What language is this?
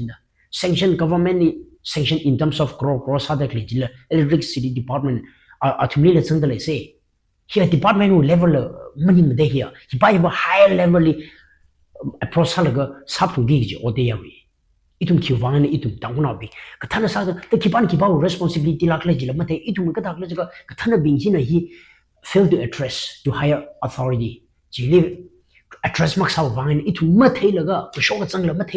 Tangkhul Naga (India)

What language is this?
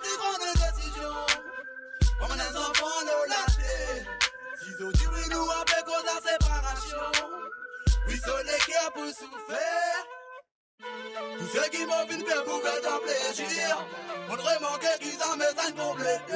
Morisyen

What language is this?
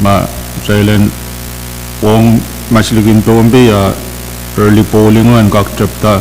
Pohnpeian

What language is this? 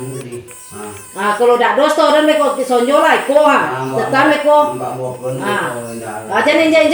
Minangkabau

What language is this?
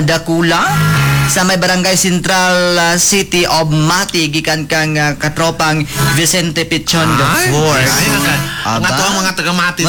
Cebuano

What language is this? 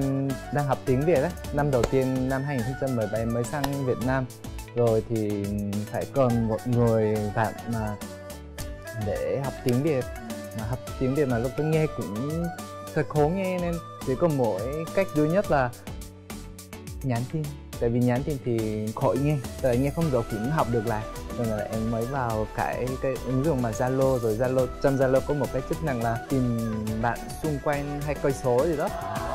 Vietnamese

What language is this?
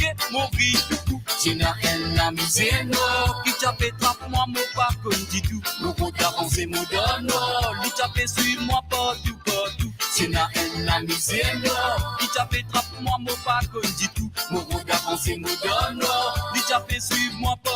Morisyen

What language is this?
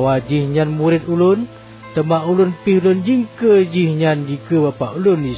Achinese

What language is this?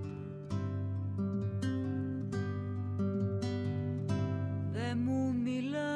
Greek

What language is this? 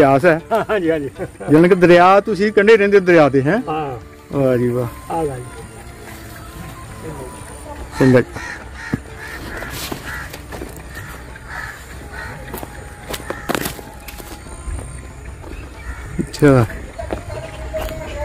Punjabi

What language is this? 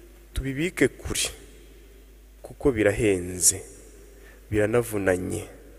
Kinyarwanda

